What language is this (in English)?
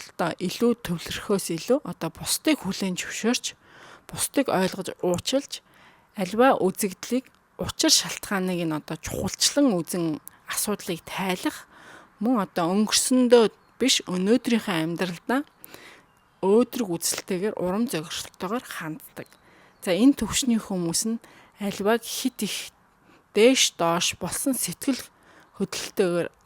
Mongolian